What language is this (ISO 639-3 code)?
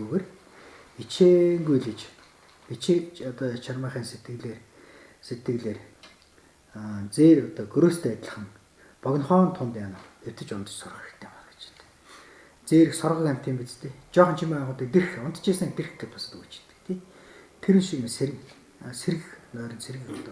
mon